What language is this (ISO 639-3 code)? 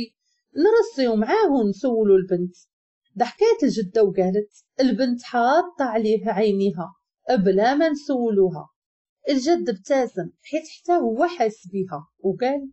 ary